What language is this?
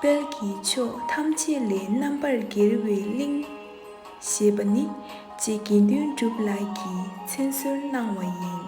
Tibetan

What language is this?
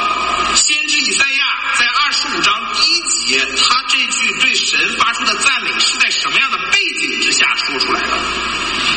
Chinese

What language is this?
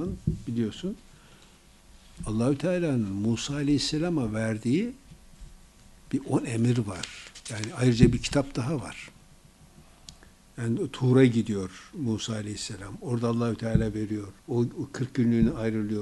Turkish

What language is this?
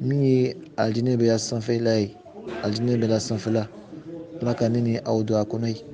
Bambara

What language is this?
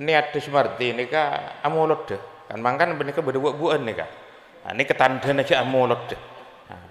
Madurese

